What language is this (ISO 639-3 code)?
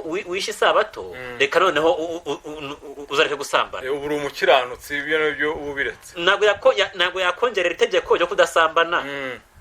kin